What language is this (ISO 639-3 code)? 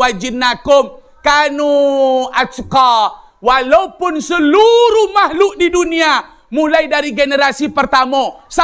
min